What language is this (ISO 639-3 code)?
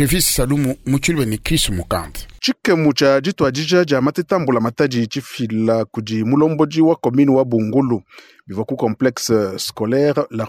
lua